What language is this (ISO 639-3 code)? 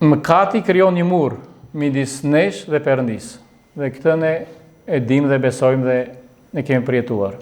sqi